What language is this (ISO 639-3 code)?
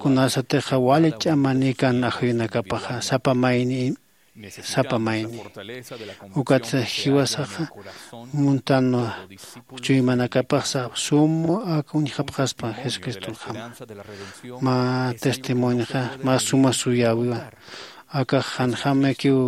aym